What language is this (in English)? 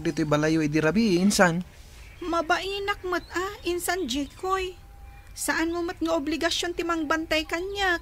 Iloko